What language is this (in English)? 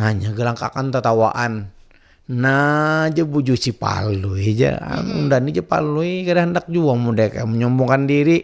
Banjar